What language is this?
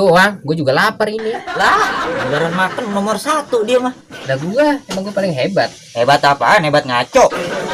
Betawi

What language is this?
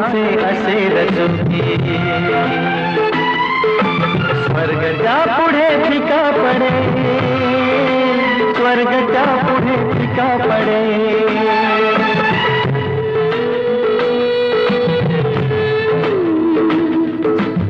Marathi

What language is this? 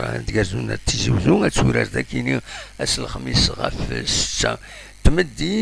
Kabyle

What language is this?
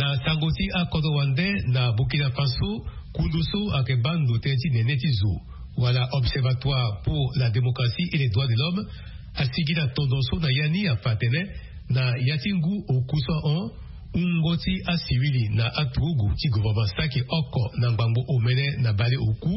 Sango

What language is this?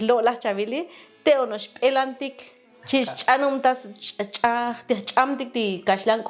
Tzotzil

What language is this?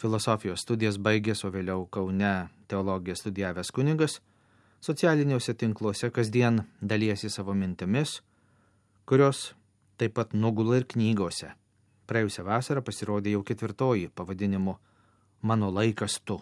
Lithuanian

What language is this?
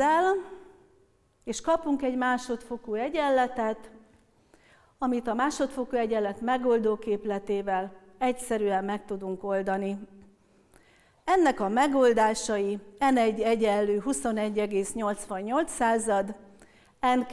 Hungarian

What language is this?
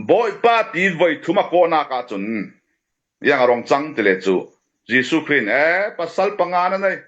Falam Chin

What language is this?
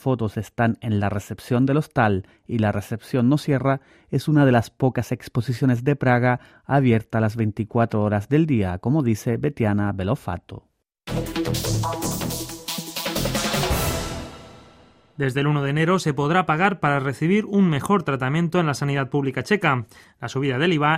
Spanish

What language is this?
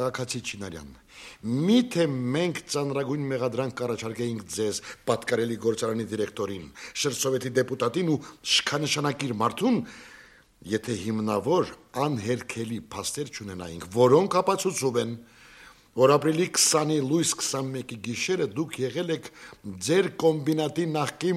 Armenian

